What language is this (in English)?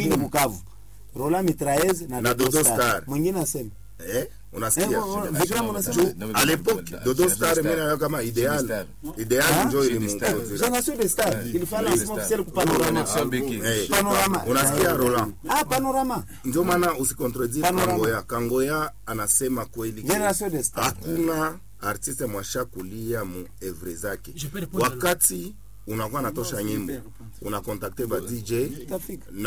Swahili